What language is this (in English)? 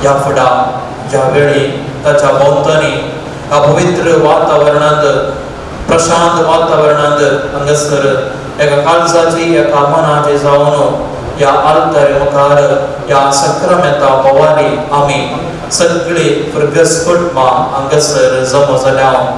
Konkani